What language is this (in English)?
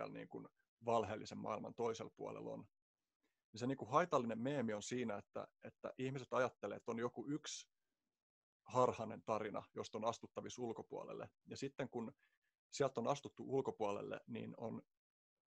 Finnish